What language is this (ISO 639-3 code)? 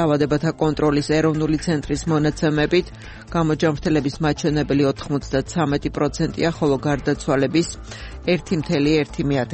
kat